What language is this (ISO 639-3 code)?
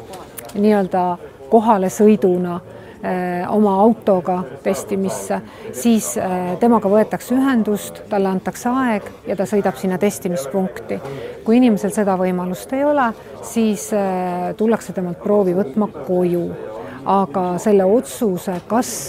est